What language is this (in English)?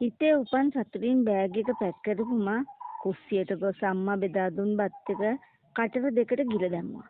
Sinhala